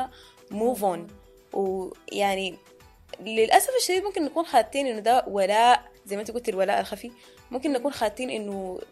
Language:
Sudanese Arabic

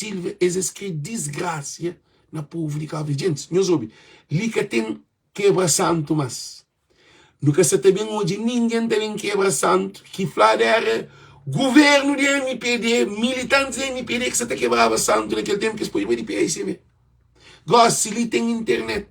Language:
Kabuverdianu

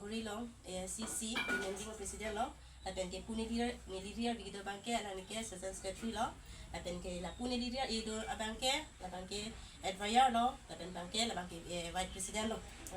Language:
Karbi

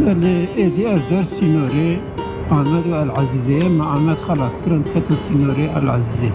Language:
Kurdish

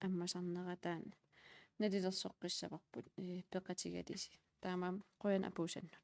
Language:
Kalaallisut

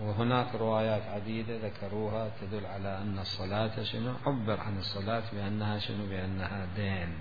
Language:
Mesopotamian Arabic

